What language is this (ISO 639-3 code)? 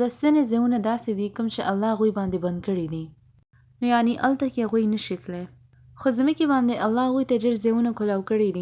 pus